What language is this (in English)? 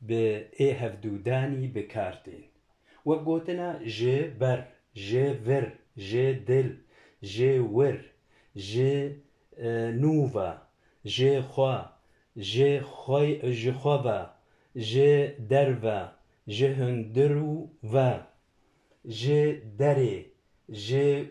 Kurdish